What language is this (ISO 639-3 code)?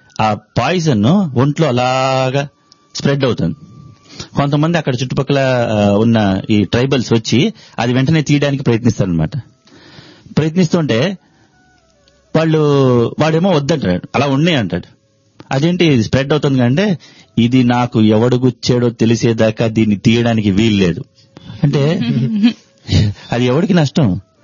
tel